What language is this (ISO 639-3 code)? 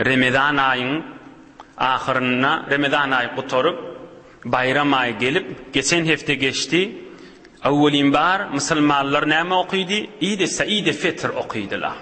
tuk